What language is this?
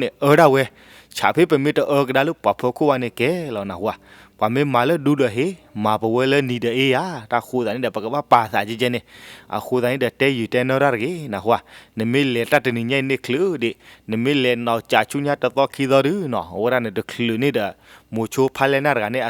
S'gaw Karen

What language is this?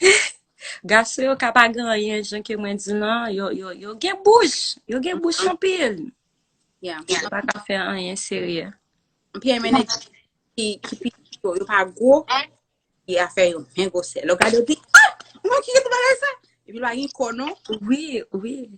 Haitian Creole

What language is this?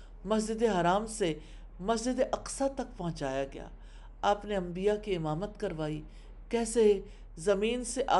Urdu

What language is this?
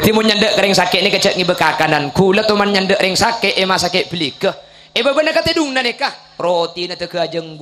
Madurese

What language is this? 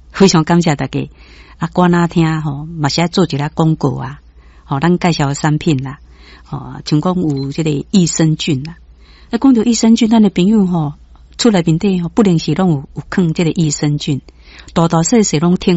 Min Nan Chinese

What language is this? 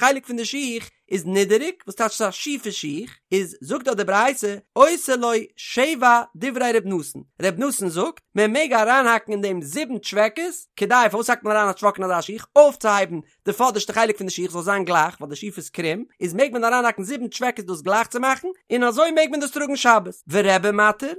Yiddish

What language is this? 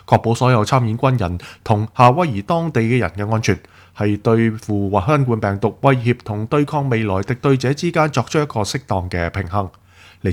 Cantonese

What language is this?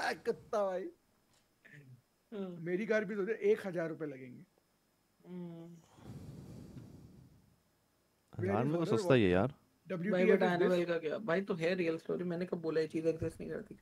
Hindi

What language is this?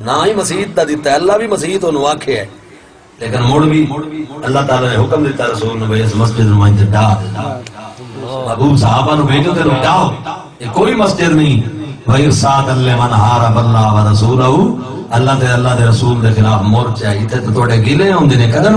Saraiki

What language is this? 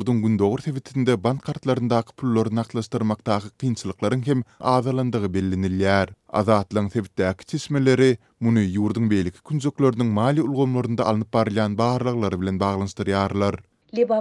Turkmen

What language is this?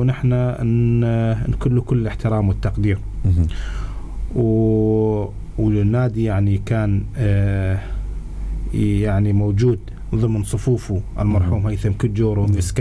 North Levantine Arabic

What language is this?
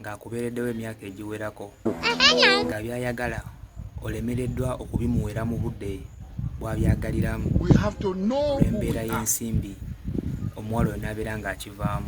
Ganda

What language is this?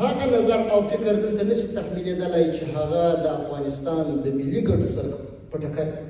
Pashto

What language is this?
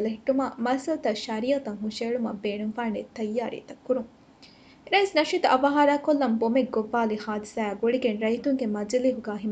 Divehi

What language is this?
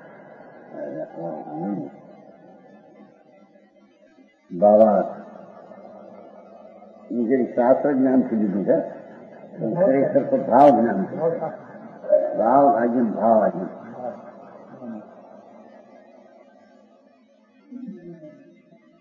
Gujarati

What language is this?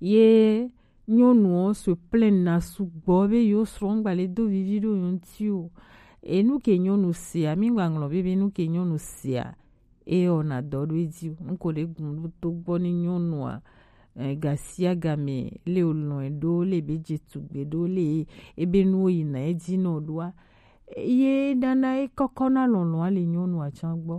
Gen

